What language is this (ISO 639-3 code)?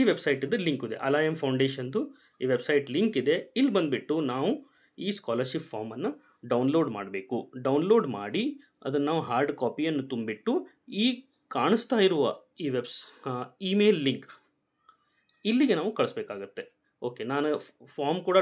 kan